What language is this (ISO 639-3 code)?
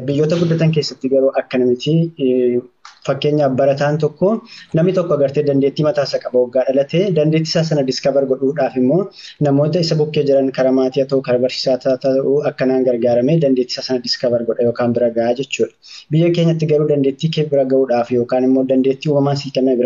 orm